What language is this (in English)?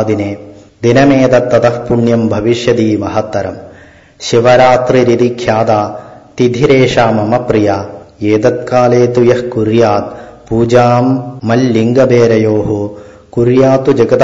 Sanskrit